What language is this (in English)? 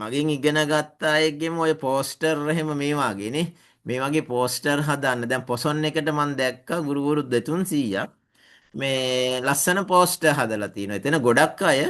Sinhala